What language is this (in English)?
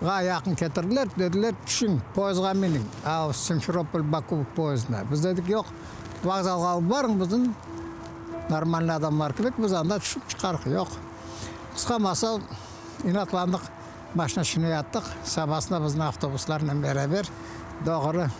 Crimean Tatar